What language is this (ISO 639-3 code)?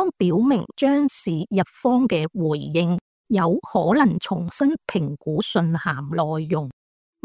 yue